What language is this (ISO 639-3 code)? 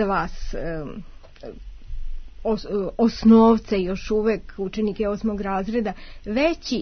srp